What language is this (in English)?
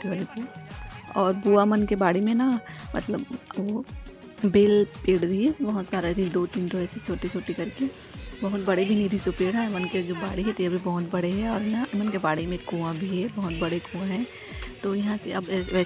Chhattisgarhi